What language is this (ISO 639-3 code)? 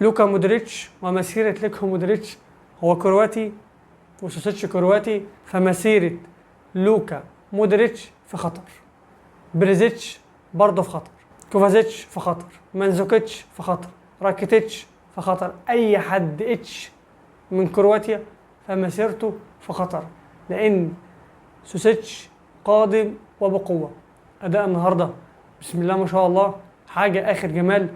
arz